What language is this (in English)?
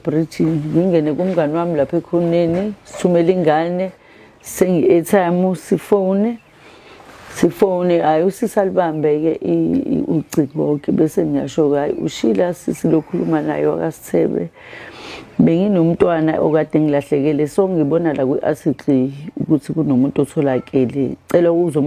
Zulu